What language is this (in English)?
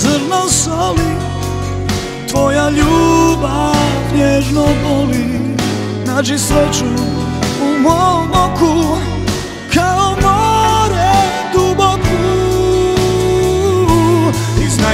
Croatian